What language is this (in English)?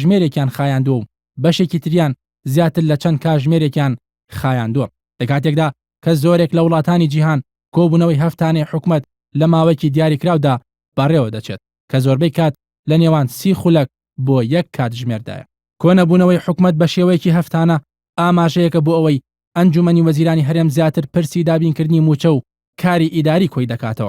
Central Kurdish